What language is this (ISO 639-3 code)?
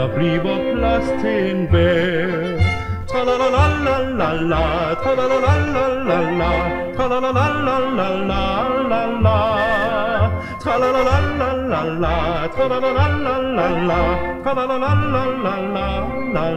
dan